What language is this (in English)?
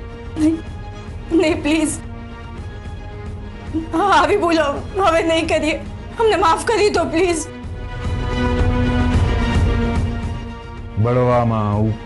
Gujarati